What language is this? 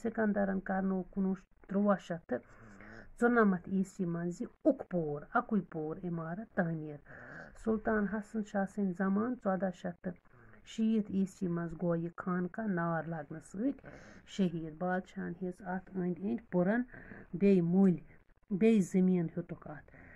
Kashmiri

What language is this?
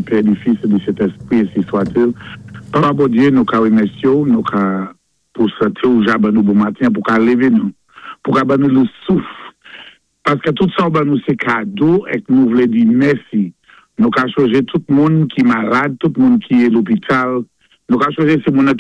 Saint Lucian Creole French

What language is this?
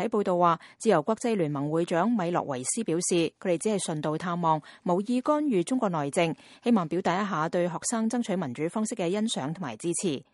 Cantonese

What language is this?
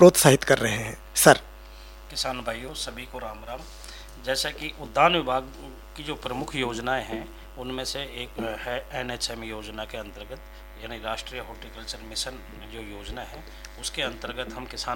Hindi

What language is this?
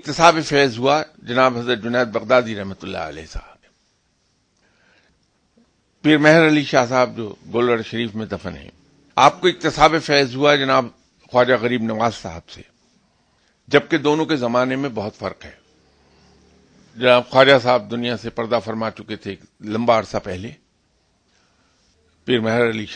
Urdu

